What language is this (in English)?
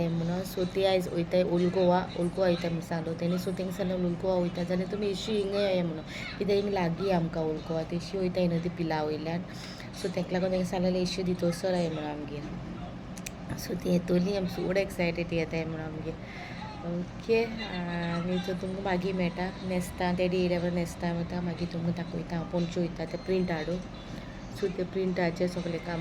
Konkani